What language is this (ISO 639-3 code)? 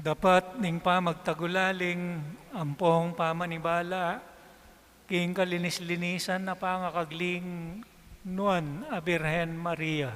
pam